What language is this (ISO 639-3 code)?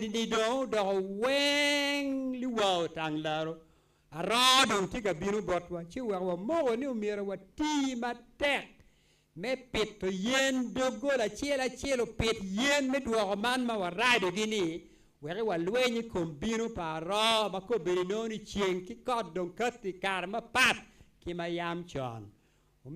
ach